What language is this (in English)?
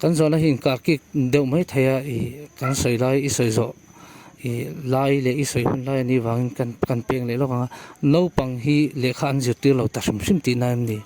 Mizo